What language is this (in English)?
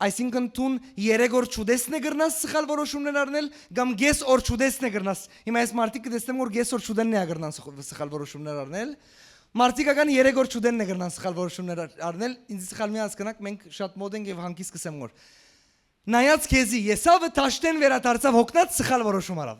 Western Armenian